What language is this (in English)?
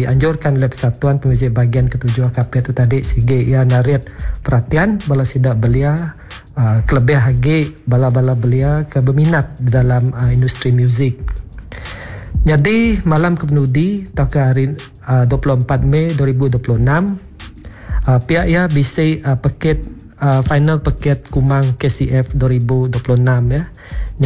Iban